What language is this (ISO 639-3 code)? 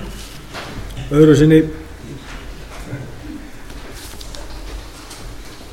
isl